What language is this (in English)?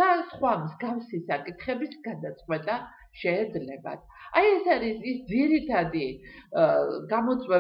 Georgian